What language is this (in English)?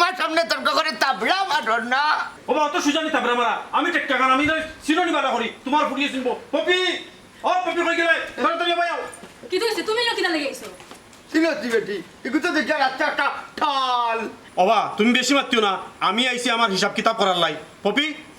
Sylheti